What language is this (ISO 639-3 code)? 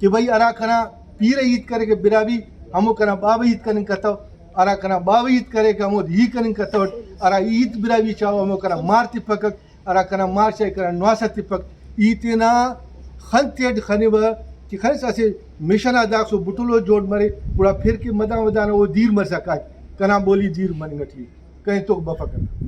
brh